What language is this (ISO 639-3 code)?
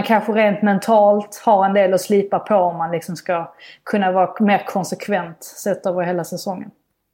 swe